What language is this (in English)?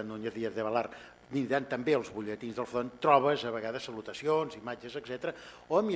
Catalan